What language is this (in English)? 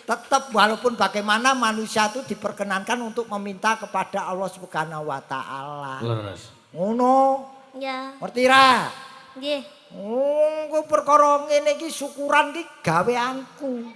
Javanese